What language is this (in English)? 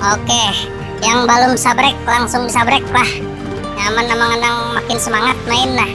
Banjar